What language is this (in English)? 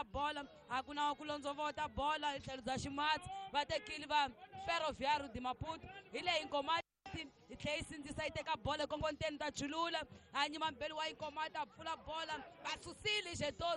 Tsonga